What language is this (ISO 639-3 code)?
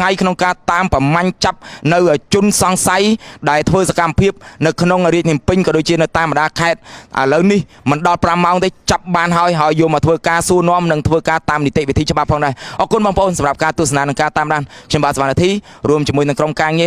khm